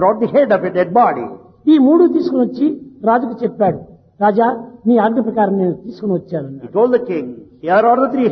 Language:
Telugu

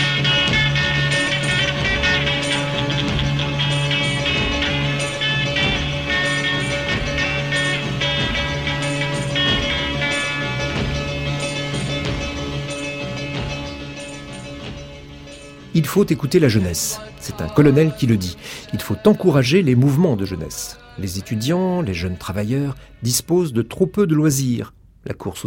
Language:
French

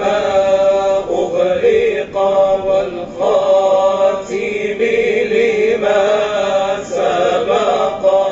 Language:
Arabic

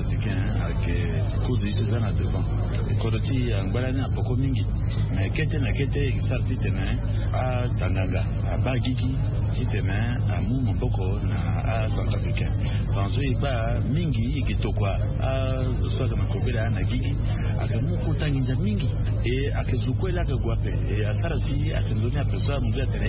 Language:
Sango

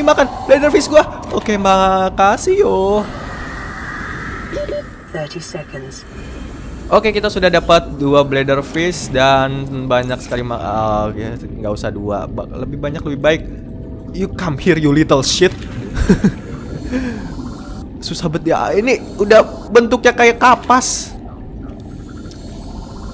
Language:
Indonesian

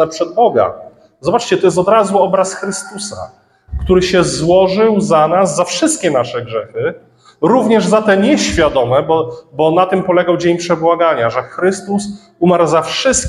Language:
Polish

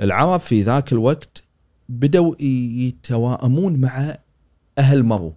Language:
Gulf Arabic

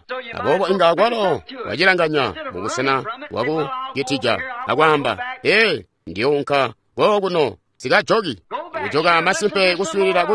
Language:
Tonga (Zambia)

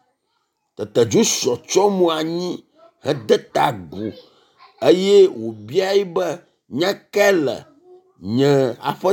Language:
Ewe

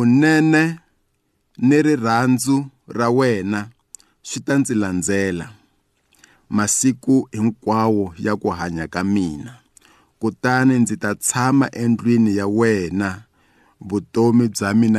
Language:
Tsonga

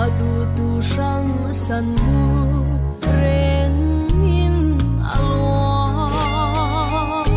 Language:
Falam Chin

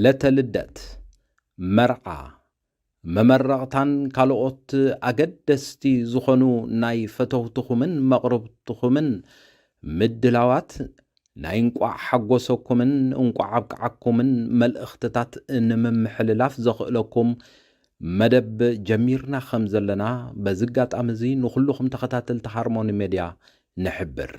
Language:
Tigrinya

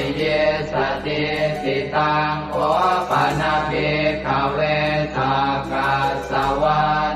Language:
Pali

